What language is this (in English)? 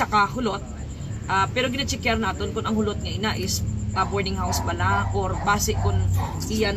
Hiligaynon